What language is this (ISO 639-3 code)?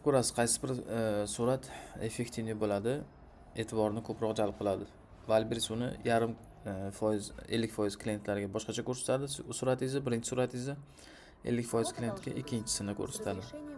uzb